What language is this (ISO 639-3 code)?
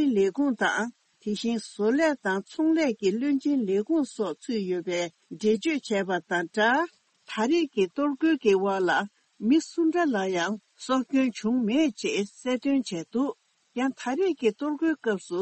bod